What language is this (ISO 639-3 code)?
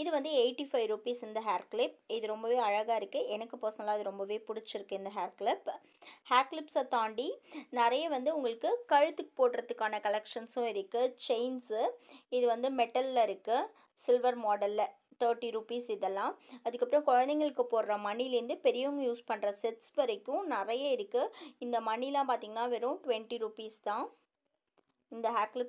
tam